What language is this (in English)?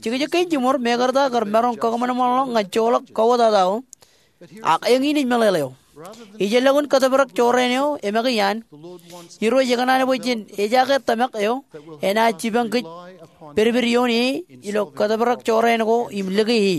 Marshallese